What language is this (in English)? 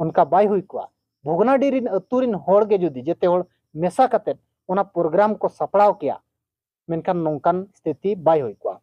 Santali